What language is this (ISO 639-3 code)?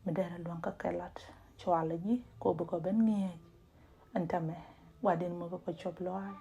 nus